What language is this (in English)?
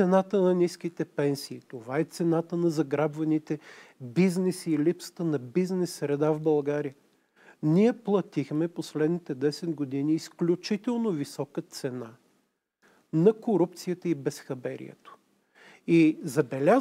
Bulgarian